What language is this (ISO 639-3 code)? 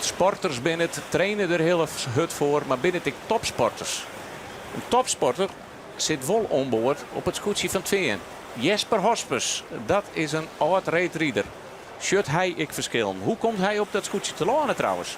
fry